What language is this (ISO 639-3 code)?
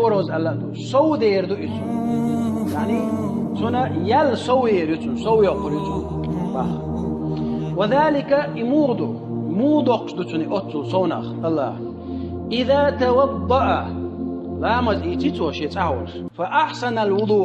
che